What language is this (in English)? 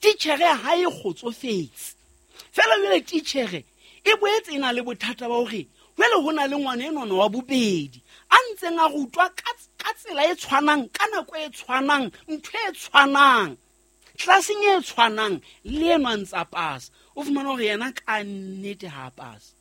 Southern Sotho